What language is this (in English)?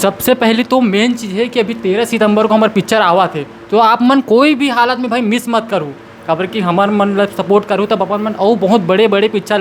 Chhattisgarhi